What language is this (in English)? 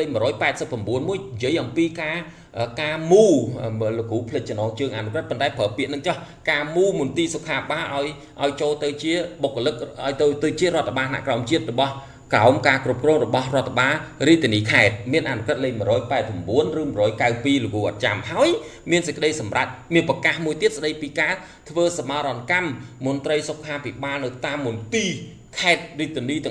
Khmer